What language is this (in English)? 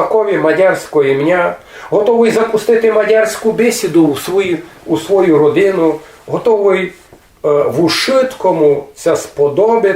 Rusyn